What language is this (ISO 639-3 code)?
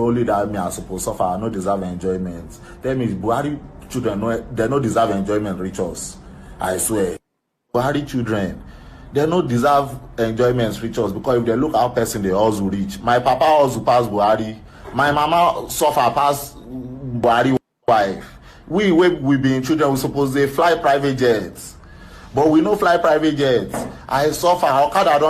pcm